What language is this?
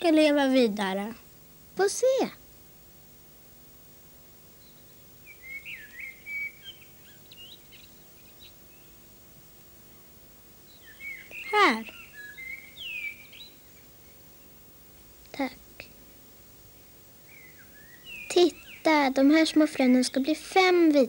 Swedish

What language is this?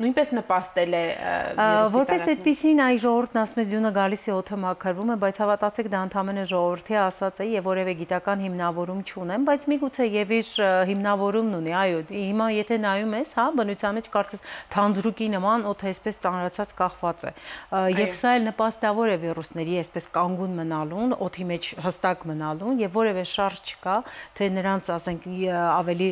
Armenian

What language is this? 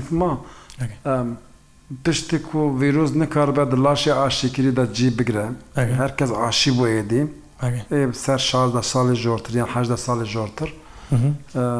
Kurdish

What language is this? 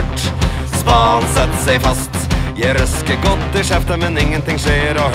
Norwegian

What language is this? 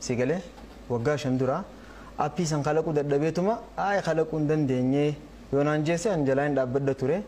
Oromo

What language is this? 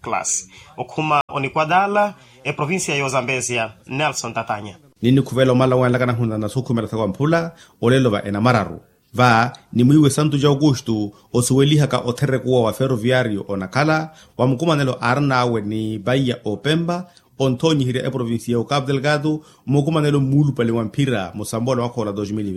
Makhuwa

